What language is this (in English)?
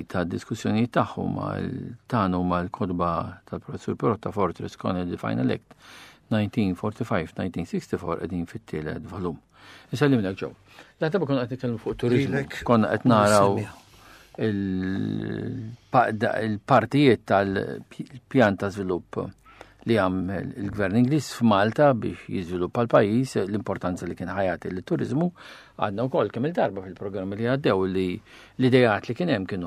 Maltese